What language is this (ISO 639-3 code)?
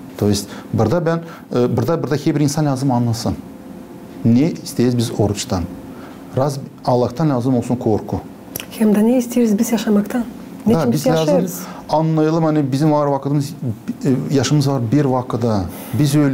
gag